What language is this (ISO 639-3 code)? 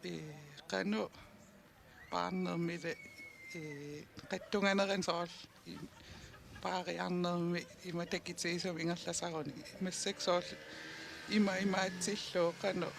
kal